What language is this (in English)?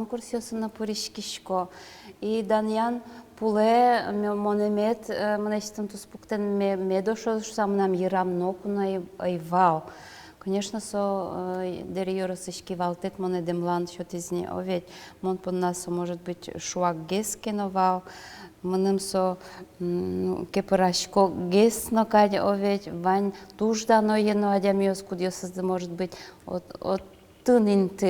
Udmurt